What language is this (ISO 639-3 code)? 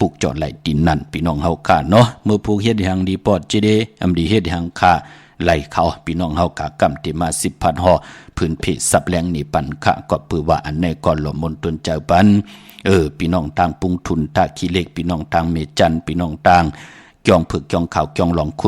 shn